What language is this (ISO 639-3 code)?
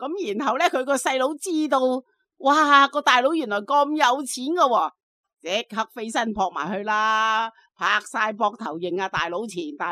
yue